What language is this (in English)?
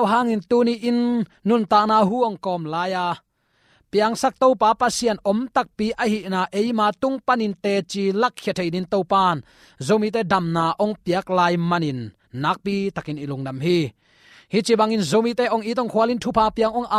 Tedim Chin